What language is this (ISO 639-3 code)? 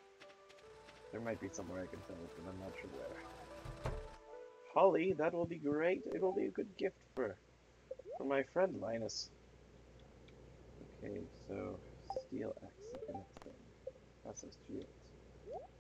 eng